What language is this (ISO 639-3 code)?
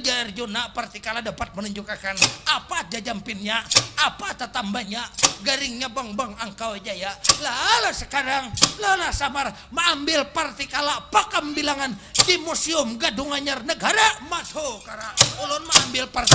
bjn